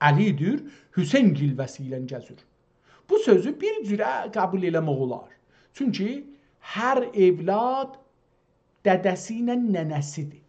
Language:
South Azerbaijani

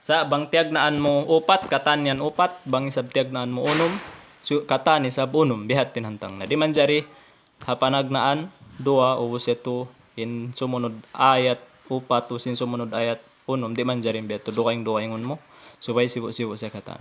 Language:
Tausug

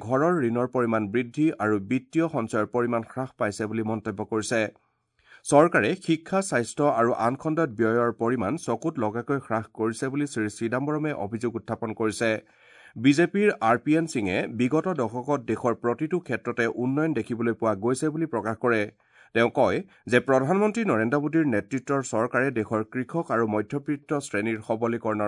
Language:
Assamese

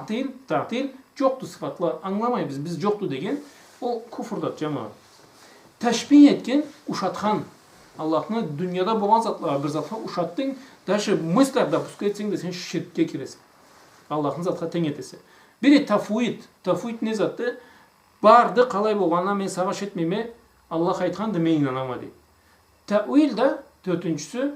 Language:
Karachay-Balkar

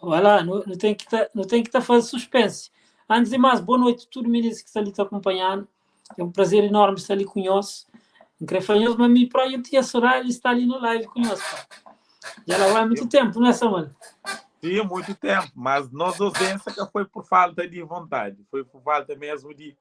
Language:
Kabuverdianu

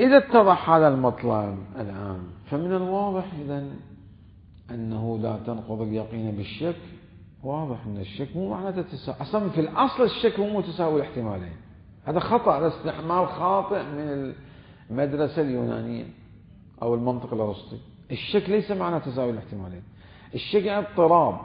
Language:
Mesopotamian Arabic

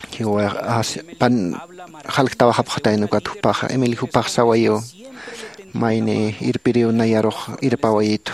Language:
Aymara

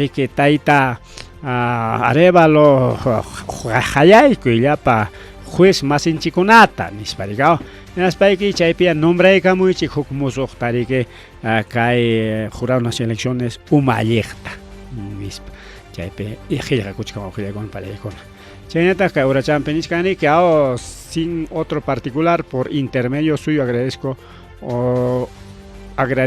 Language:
Ayacucho Quechua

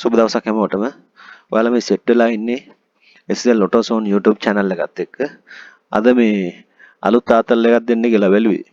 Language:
Sinhala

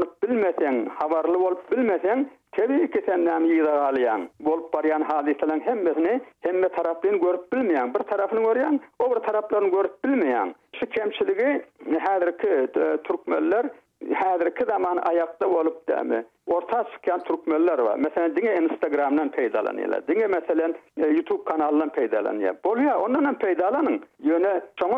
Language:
Turkmen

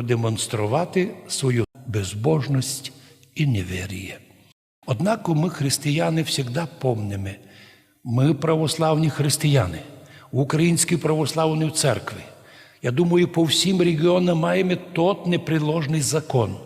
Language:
Rusyn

